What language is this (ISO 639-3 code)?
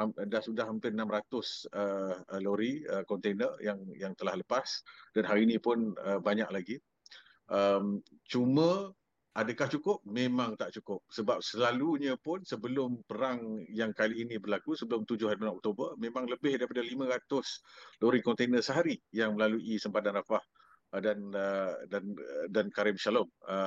msa